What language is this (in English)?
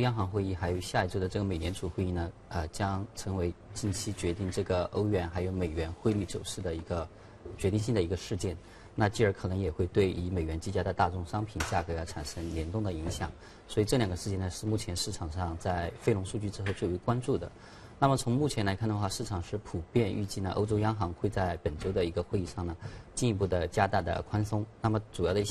Chinese